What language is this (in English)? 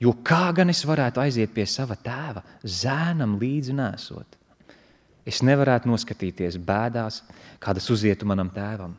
Latvian